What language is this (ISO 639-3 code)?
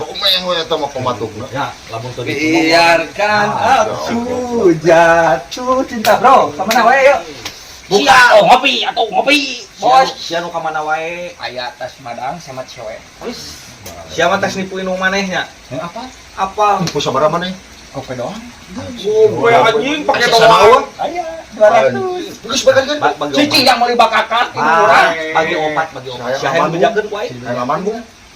sun